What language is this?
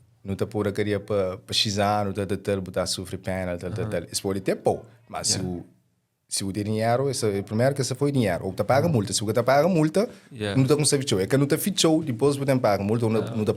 Kabuverdianu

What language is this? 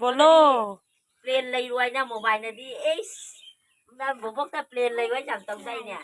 Manipuri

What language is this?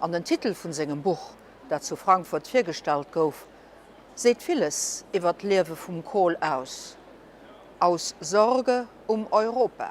Luxembourgish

